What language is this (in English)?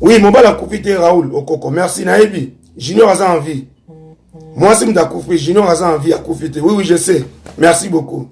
Lingala